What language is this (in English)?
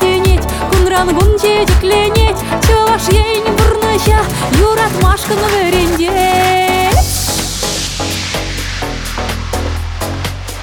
Chuvash